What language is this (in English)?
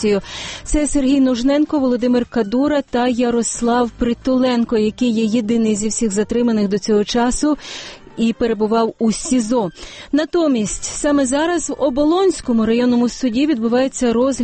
Ukrainian